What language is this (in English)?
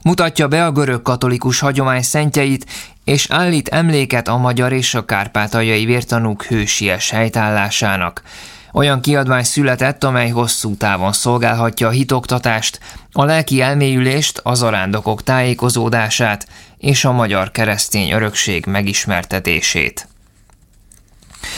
Hungarian